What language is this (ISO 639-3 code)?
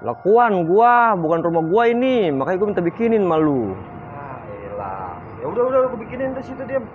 bew